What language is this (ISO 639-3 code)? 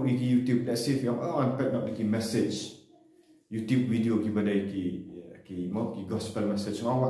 kha